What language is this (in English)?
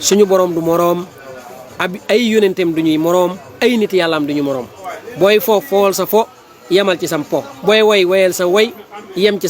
Wolof